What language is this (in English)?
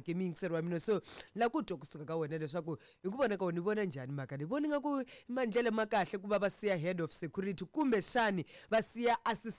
Tsonga